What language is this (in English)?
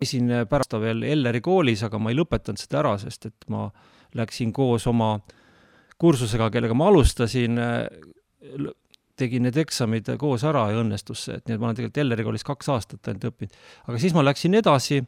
Estonian